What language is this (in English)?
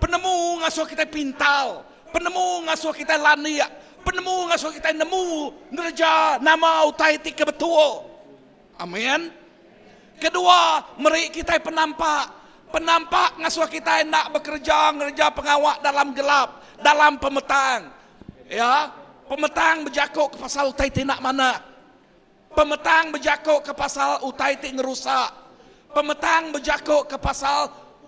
Iban